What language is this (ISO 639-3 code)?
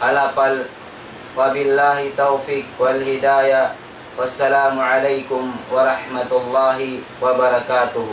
tsg